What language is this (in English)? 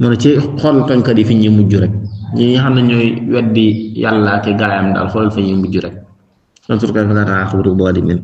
Wolof